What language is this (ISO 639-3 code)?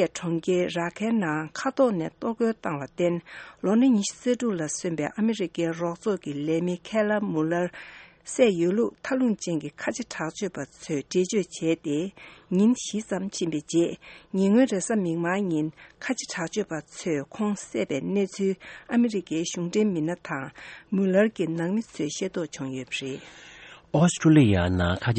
bod